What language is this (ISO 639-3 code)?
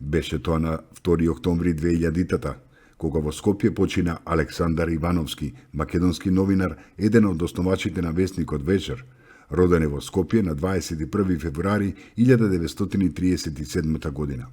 mkd